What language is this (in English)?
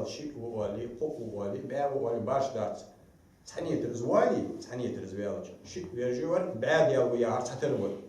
Ingush